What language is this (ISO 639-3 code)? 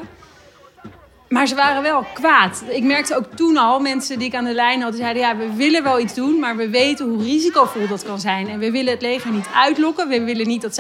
nld